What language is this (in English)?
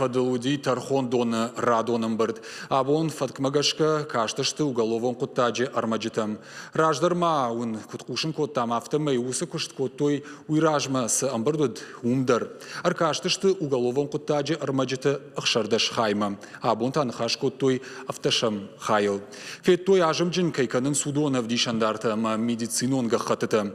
Ossetic